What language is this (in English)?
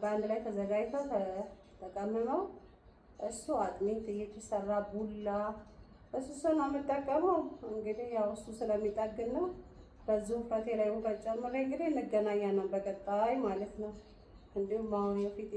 Amharic